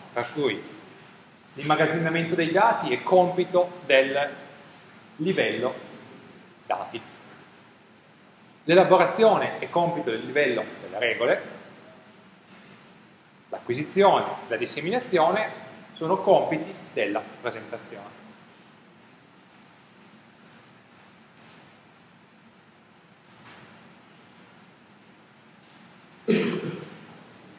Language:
Italian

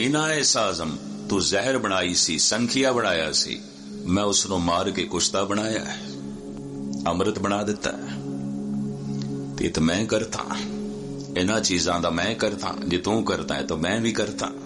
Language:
Punjabi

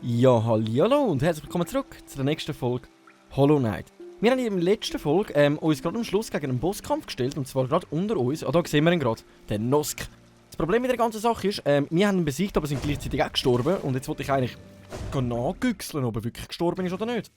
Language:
Swiss German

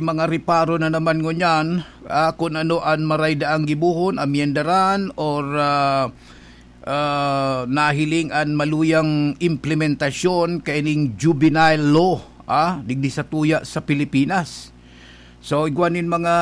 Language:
Bikol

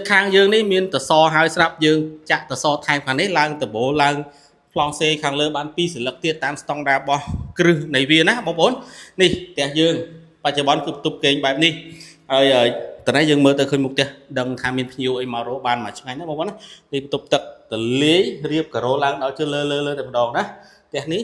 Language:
Khmer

